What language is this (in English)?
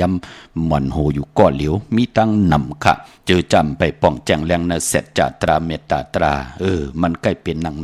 Shan